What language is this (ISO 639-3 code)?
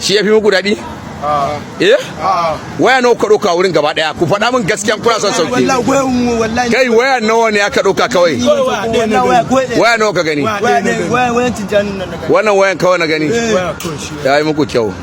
hau